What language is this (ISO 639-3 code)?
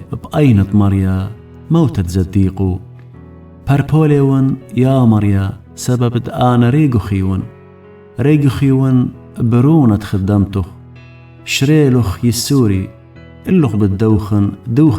aii